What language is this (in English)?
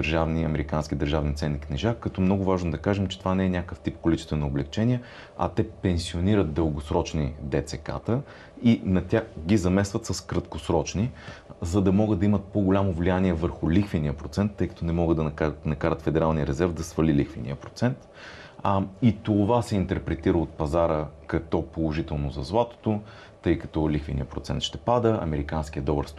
Bulgarian